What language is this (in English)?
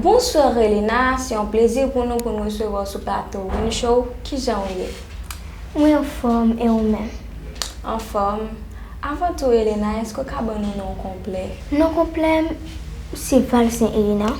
Haitian Creole